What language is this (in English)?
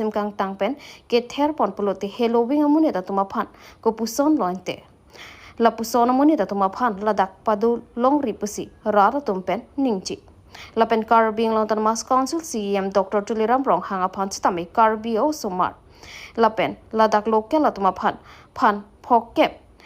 Karbi